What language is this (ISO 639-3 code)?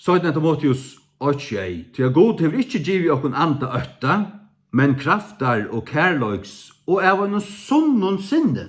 fao